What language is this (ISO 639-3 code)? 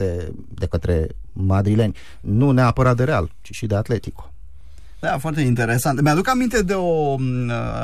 ron